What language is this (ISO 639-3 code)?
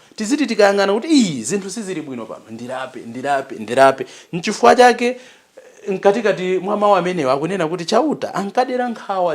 nya